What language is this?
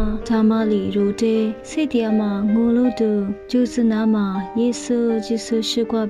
Lisu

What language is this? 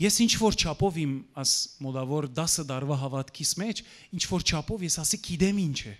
Western Armenian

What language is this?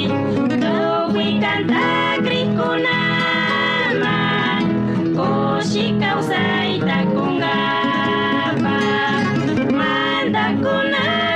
Chimborazo Highland Quichua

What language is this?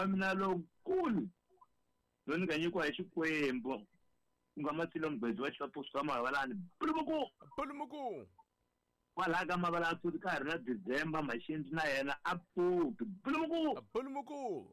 Tsonga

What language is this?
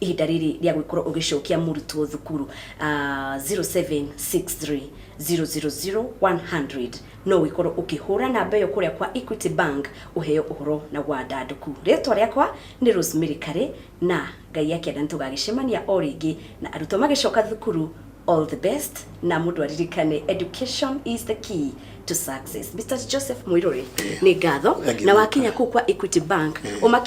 Kikuyu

